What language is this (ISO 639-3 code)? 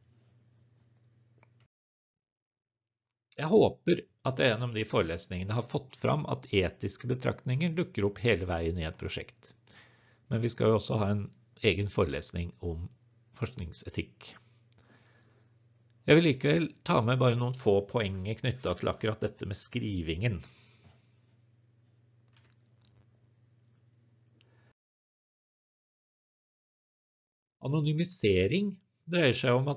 nor